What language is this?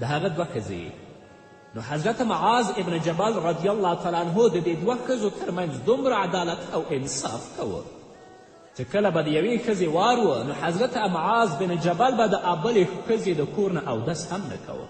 Pashto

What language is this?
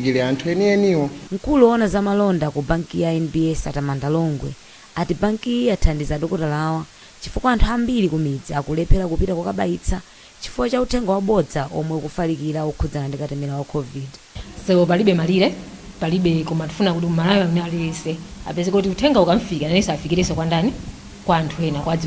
Nyanja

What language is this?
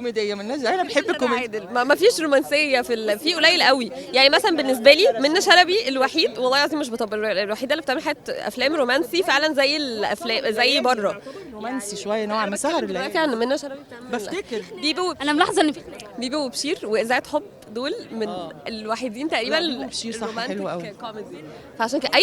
Egyptian Arabic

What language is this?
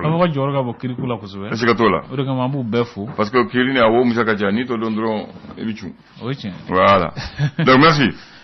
Bambara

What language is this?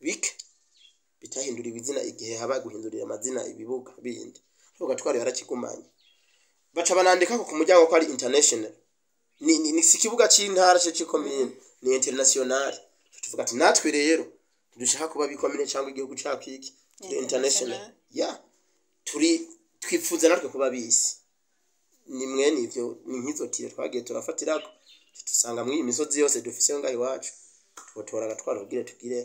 Rundi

